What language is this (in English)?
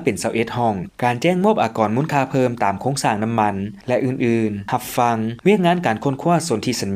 Lao